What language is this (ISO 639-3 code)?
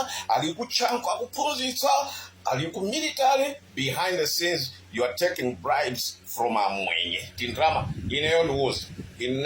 nya